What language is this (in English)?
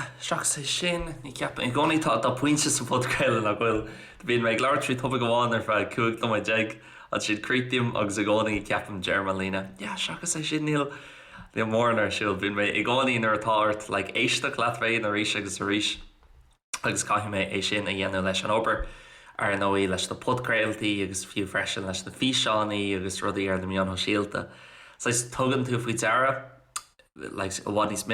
Irish